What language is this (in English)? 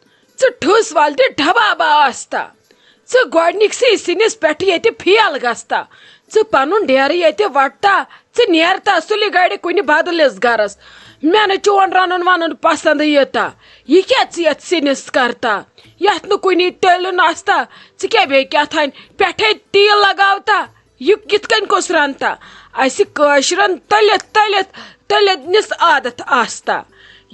Kashmiri